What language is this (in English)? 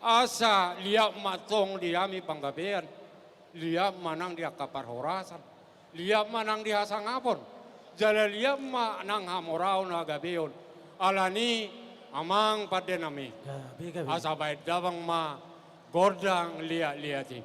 Batak Toba